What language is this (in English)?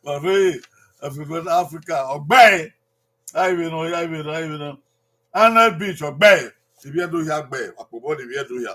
Bini